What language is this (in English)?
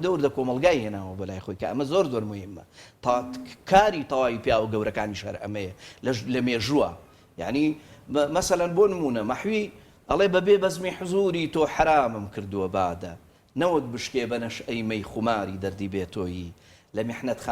Central Kurdish